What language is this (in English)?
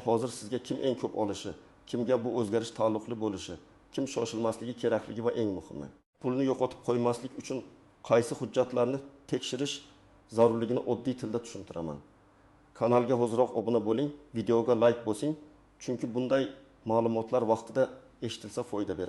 Uzbek